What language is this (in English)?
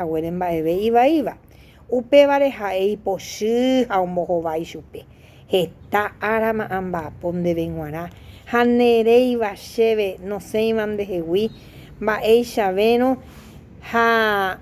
Guarani